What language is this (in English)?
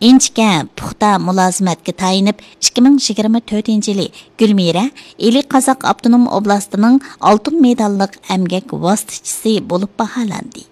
Uyghur